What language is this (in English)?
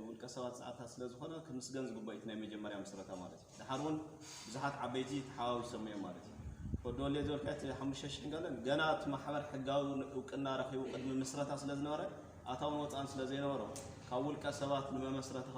Tigrinya